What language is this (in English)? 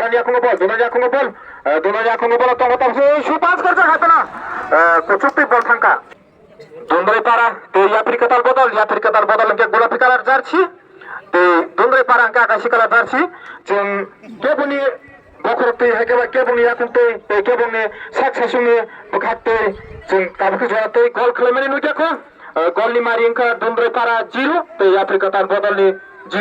Kok Borok